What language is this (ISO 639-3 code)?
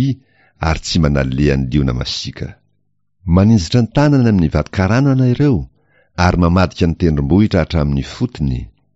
mlg